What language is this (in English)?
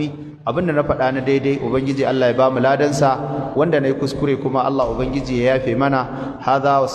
Hausa